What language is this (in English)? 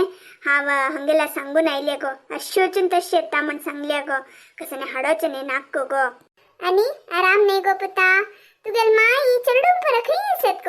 Konkani